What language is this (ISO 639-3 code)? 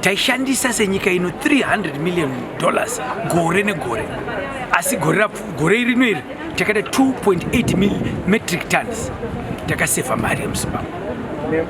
sna